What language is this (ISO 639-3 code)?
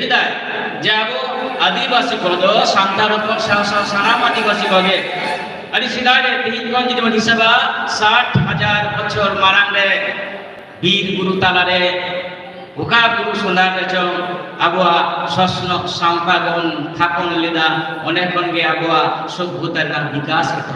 sat